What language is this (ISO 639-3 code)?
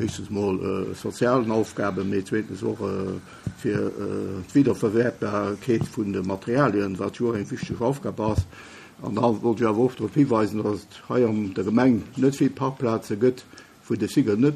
ltz